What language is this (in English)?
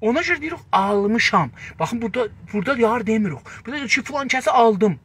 South Azerbaijani